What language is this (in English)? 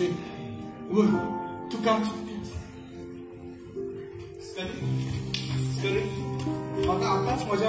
Konkani